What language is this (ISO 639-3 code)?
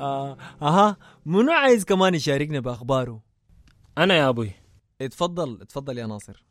apd